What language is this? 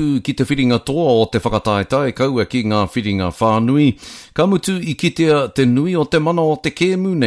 Māori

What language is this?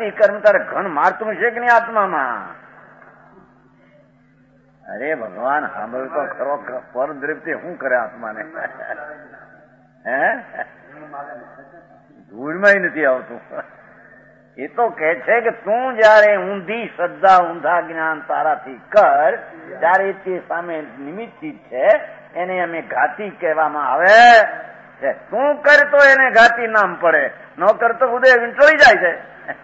Gujarati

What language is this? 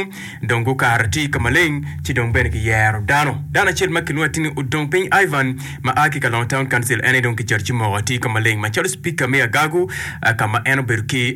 Acoli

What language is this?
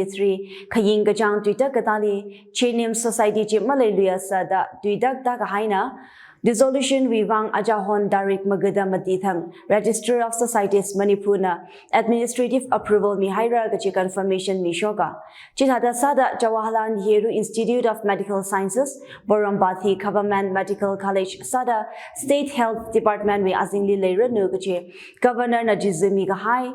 Tangkhul Naga (India)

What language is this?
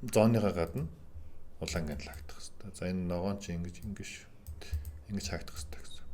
Mongolian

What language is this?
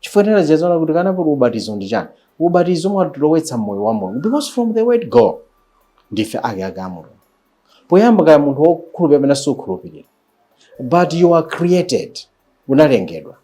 Nyanja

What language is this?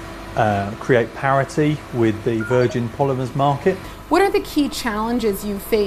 English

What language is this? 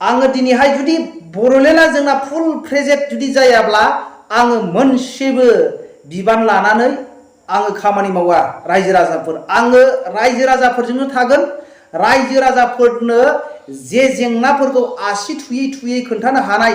Bodo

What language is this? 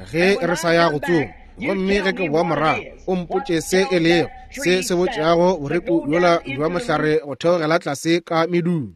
Northern Sotho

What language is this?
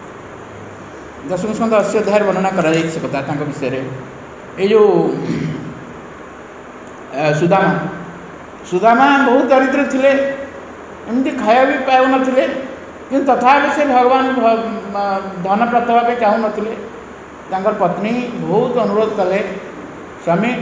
Odia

